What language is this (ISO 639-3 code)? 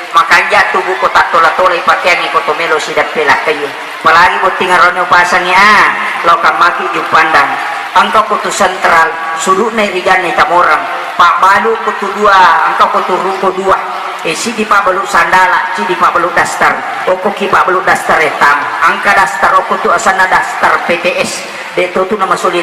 bug